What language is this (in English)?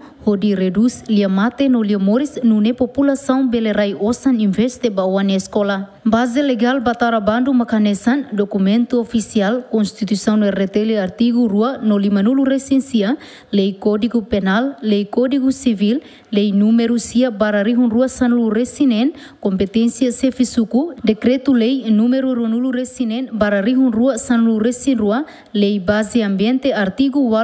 Tetum